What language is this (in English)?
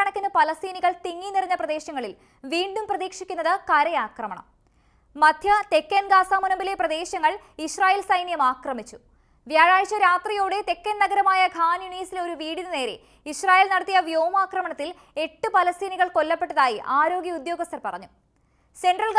Malayalam